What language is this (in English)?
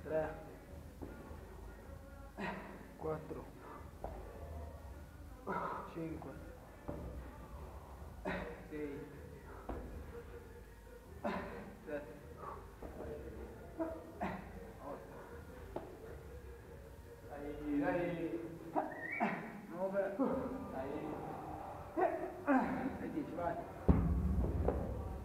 Italian